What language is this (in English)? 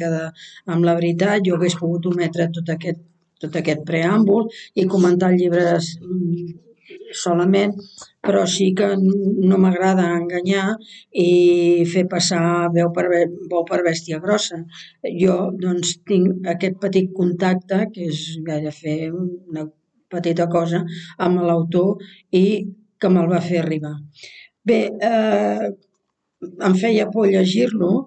Catalan